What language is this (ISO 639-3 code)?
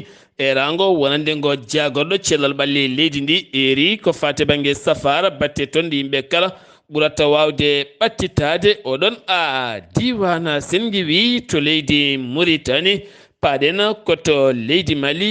ful